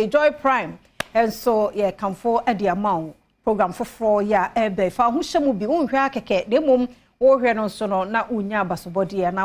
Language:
Akan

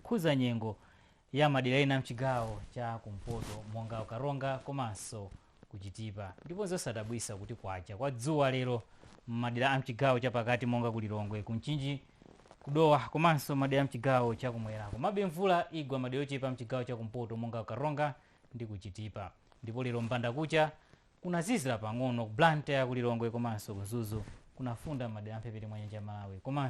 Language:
Nyanja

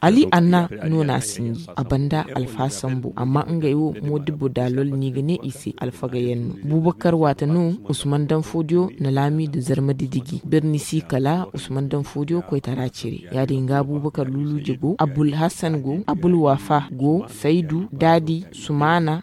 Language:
Zarma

